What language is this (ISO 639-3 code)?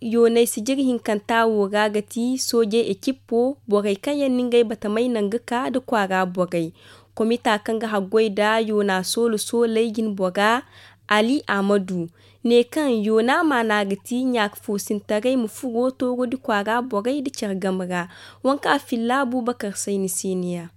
dje